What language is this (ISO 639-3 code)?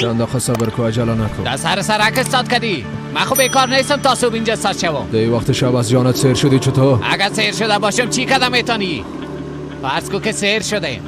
fas